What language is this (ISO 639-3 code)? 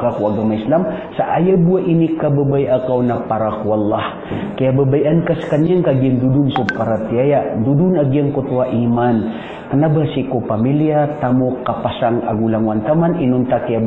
mrw